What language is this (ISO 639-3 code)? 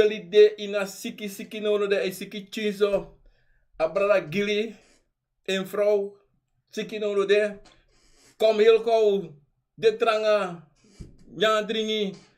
srn